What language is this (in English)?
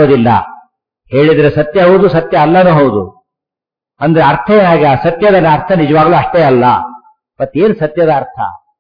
Kannada